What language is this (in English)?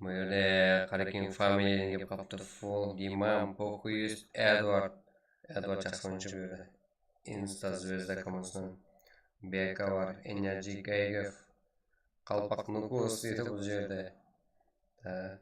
Kara-Kalpak